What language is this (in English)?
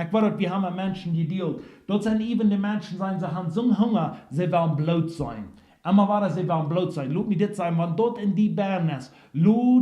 Plautdietsch